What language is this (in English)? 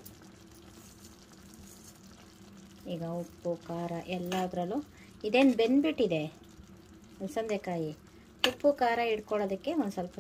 Kannada